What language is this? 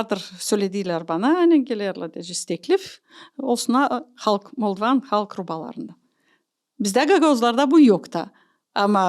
Gagauz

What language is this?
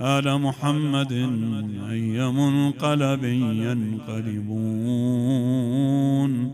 Mesopotamian Arabic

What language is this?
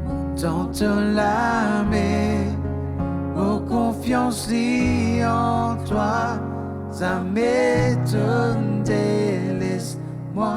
Morisyen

